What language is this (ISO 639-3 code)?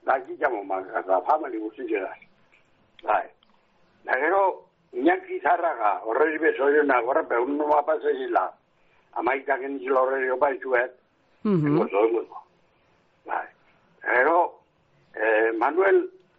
eus